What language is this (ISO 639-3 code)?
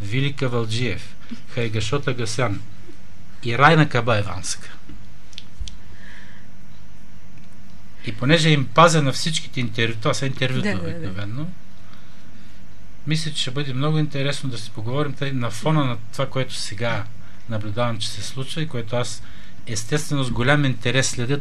bul